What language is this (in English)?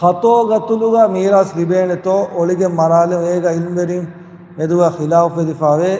Divehi